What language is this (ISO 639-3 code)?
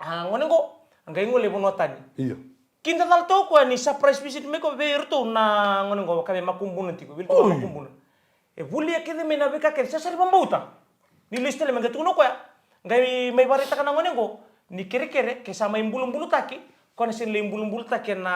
fij